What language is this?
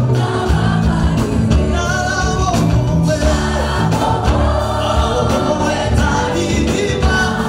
Kinyarwanda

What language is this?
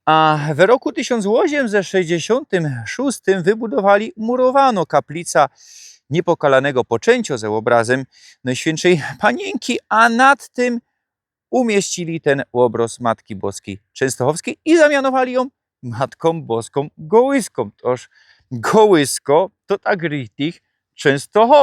Silesian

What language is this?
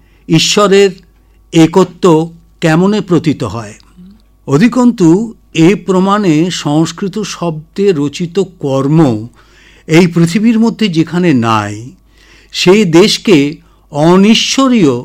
Bangla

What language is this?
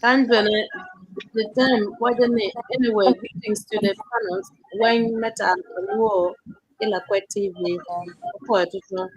Acoli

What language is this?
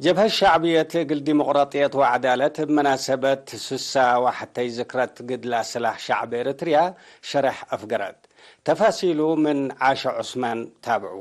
Tigre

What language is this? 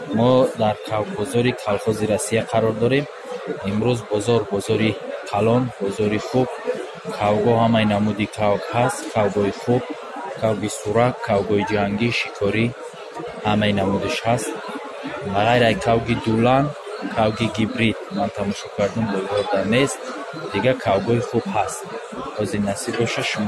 Tajik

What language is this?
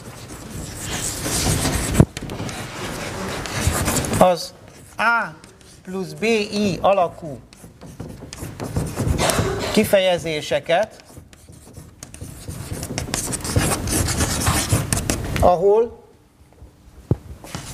Hungarian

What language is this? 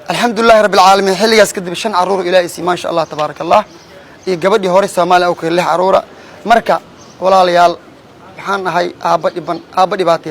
Somali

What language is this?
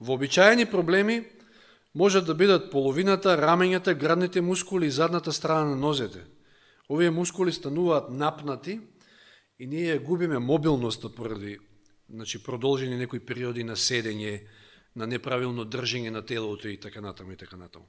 Macedonian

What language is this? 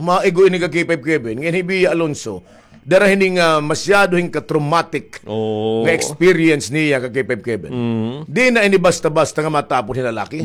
Waray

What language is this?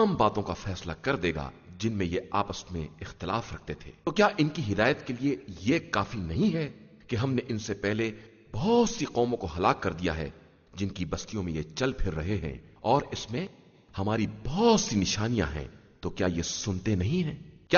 Urdu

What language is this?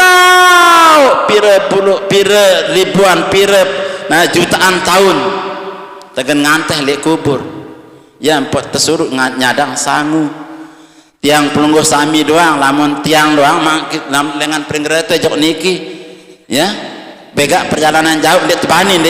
Sasak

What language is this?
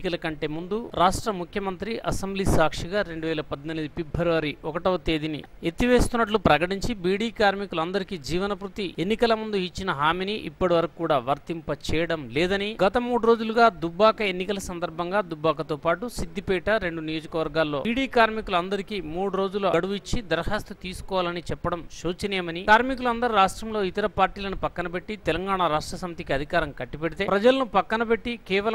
Telugu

